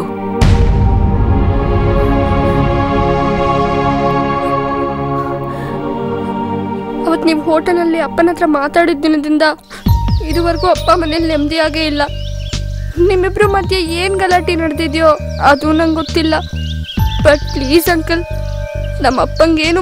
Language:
Kannada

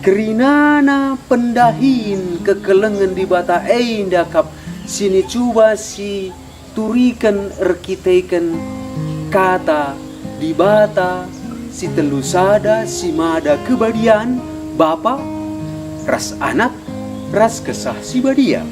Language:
Batak Karo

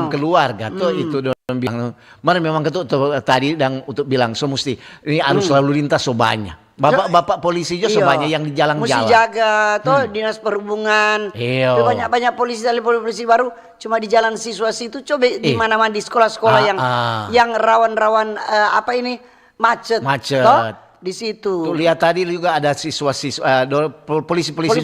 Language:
Manado Malay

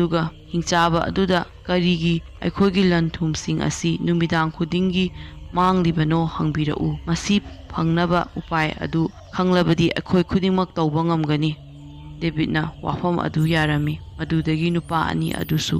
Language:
Manipuri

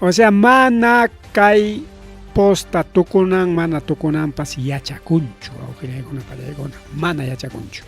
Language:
Ayacucho Quechua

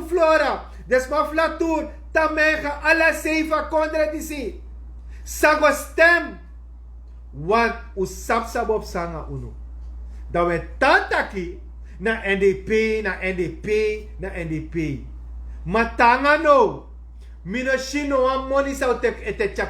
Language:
Sranan Tongo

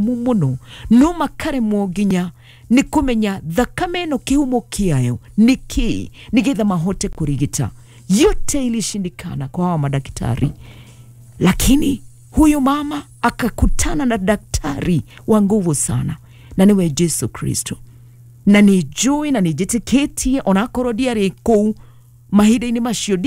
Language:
Kikuyu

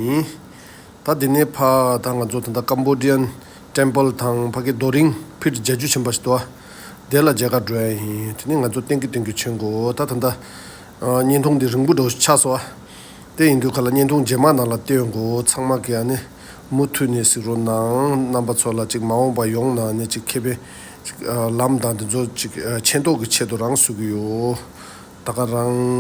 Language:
Tibetan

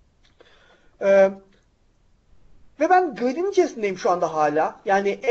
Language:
Turkish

